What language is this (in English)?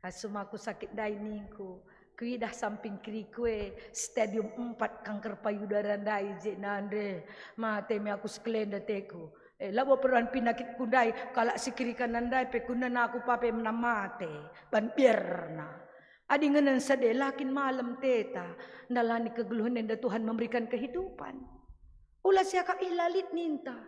Batak Karo